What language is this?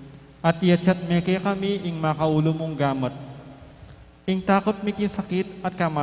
Pampanga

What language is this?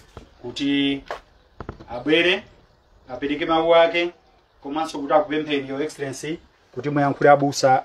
Nyanja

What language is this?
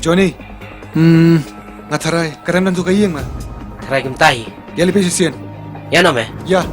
Khasi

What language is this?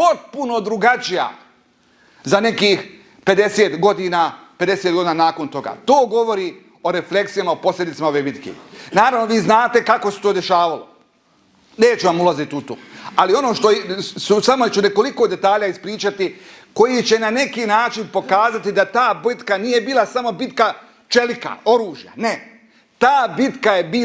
Bosnian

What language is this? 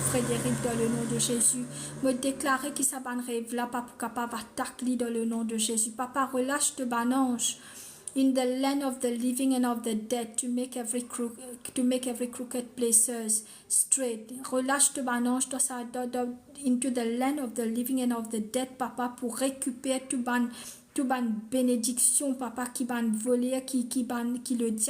Morisyen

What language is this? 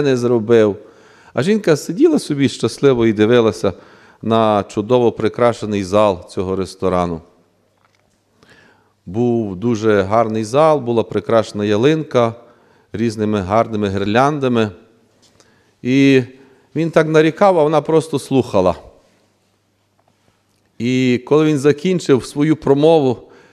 Ukrainian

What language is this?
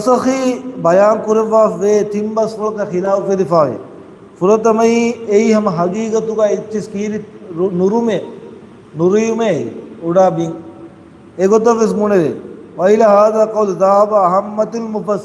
Divehi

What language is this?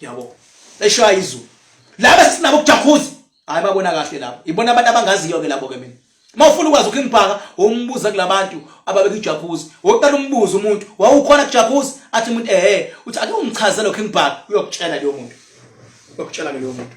Zulu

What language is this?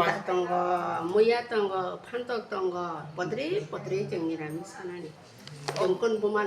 Kok Borok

